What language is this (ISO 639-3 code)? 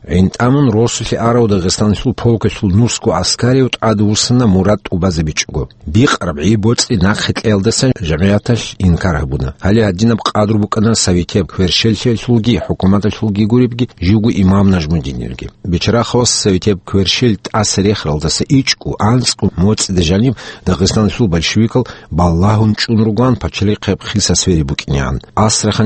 ava